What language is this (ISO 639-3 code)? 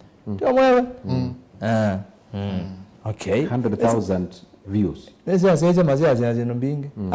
kam